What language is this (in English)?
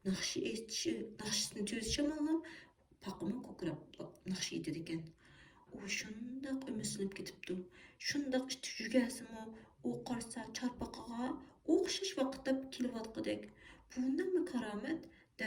Uyghur